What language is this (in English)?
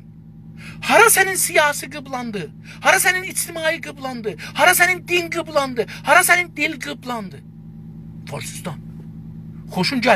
South Azerbaijani